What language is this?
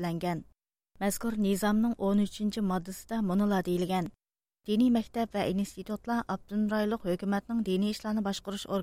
Uyghur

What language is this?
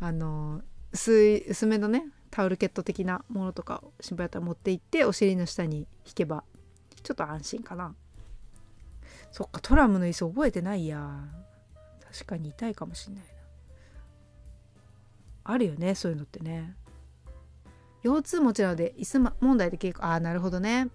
Japanese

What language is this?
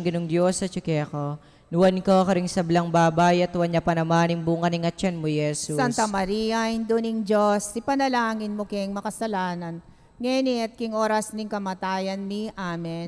Pampanga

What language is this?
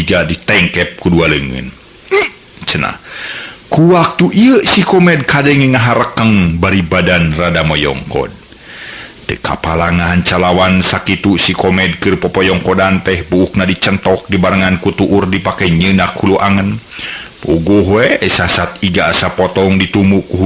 Sundanese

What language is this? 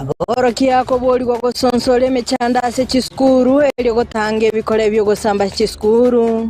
Gusii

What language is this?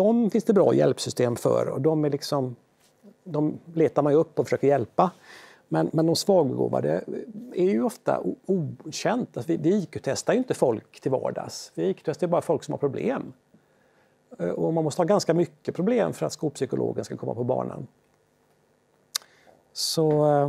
Swedish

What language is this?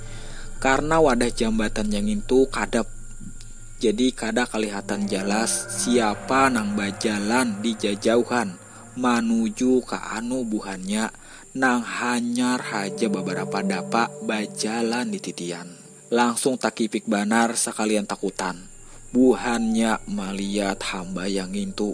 Banjar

